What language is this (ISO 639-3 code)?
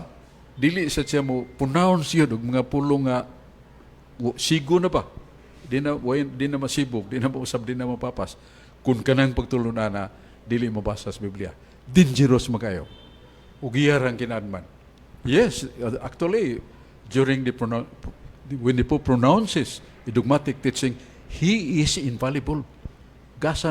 ceb